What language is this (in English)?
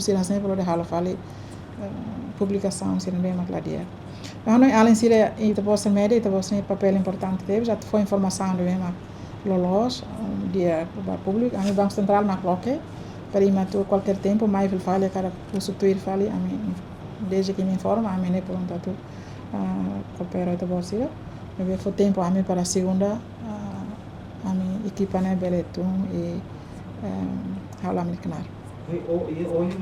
Tetum